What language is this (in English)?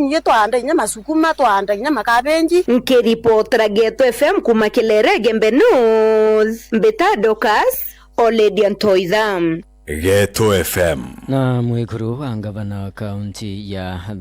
Meru